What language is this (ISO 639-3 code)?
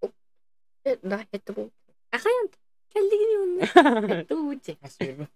sah